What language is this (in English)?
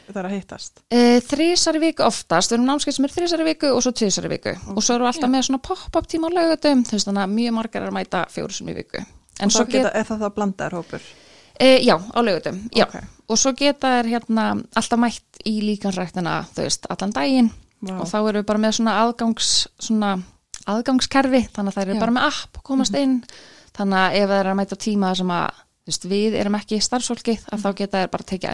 Icelandic